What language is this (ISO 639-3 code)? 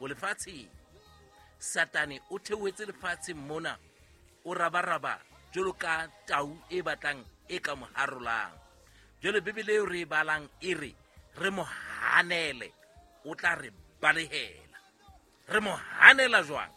sot